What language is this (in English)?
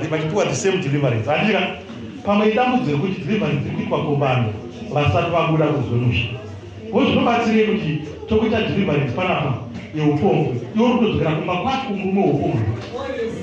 Shona